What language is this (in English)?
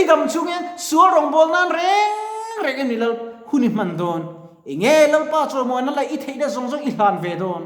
Mizo